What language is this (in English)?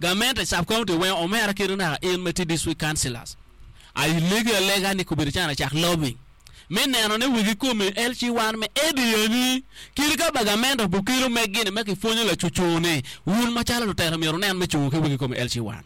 Acoli